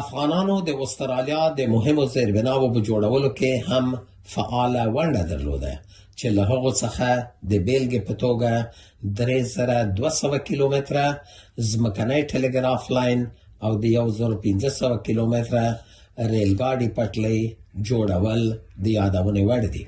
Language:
Pashto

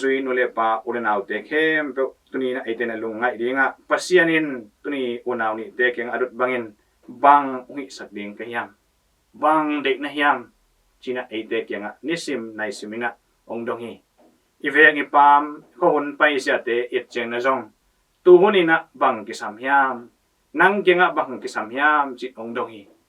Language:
Tedim Chin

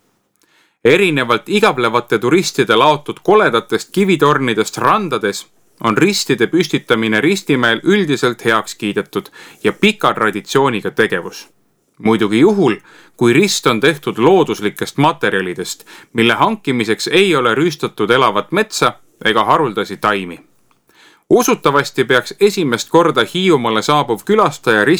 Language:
Estonian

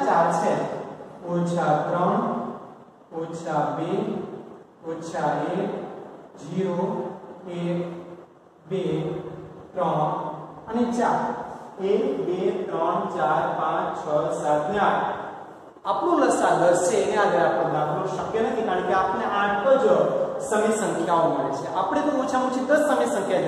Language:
Gujarati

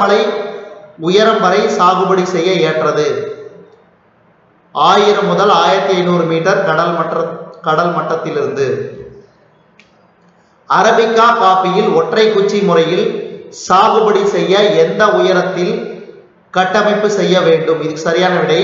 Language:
Tamil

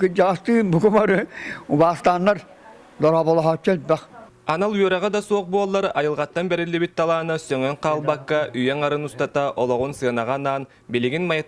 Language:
Yakut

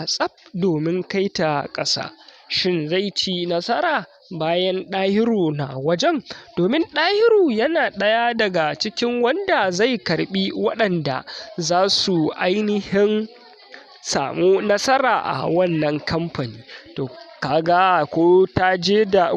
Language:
Hausa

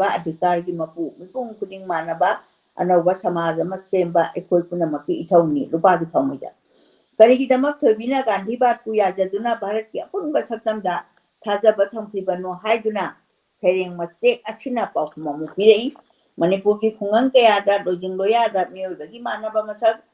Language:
Manipuri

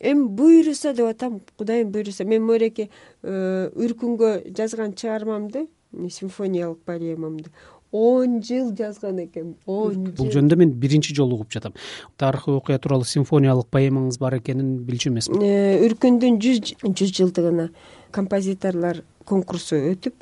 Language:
Kyrgyz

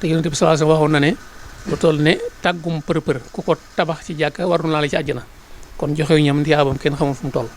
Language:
Wolof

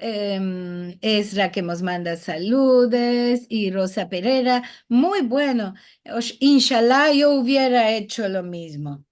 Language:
Ladino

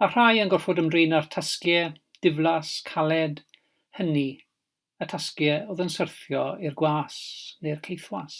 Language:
Welsh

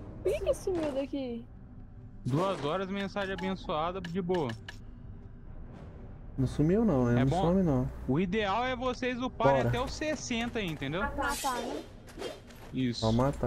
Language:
Portuguese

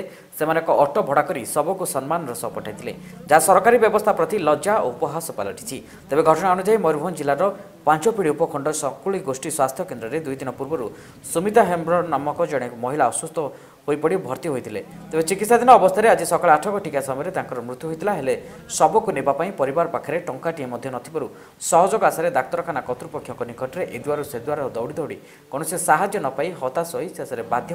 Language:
Odia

